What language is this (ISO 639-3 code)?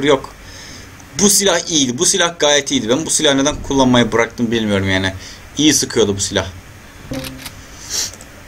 tur